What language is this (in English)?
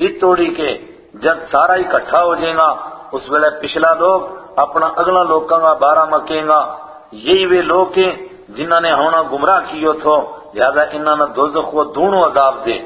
Gujari